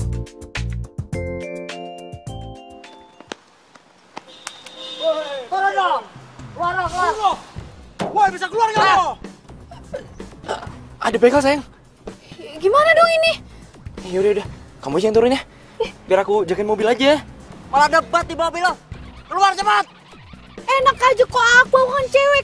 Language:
Indonesian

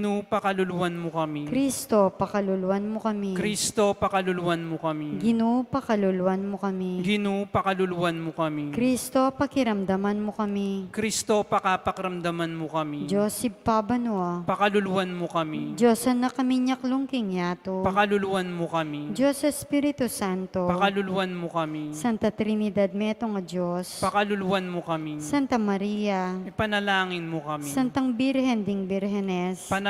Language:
Pampanga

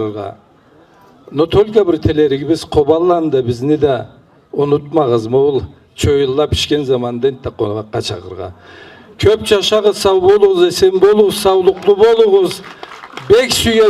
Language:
Karachay-Balkar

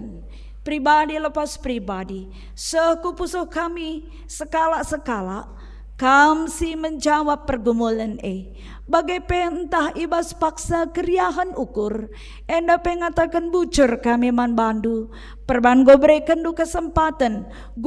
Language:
Batak Karo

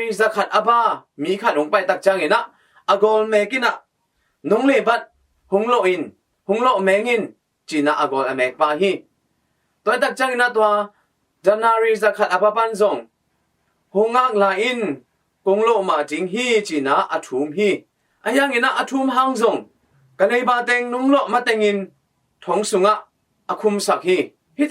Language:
Tedim Chin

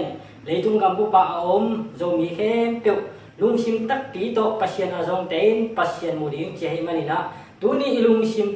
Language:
Tedim Chin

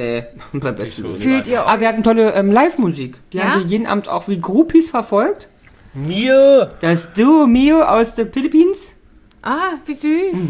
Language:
German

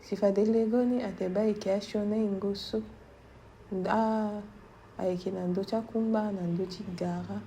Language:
Sango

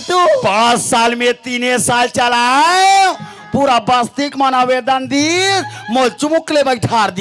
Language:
Chhattisgarhi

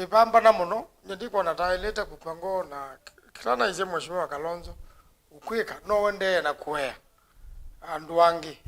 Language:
Kamba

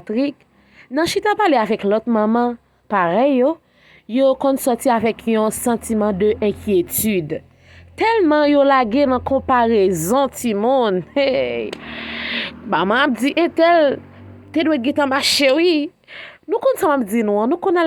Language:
Haitian Creole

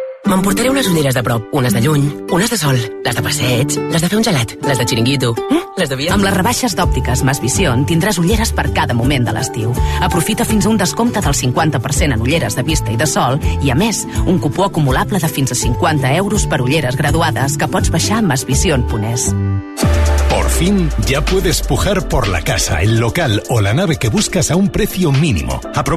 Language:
Catalan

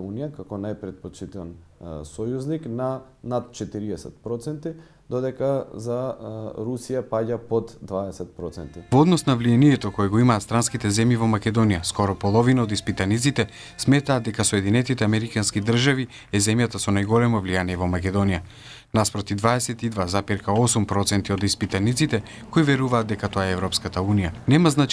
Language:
Macedonian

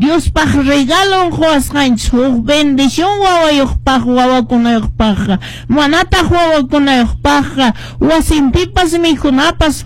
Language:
Quechua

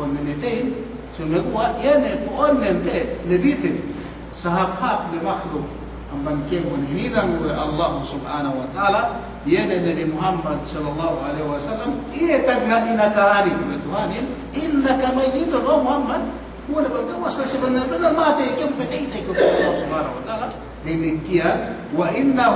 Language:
Yakan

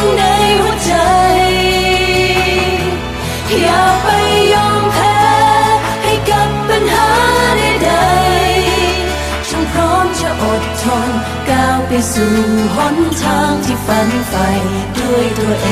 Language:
Thai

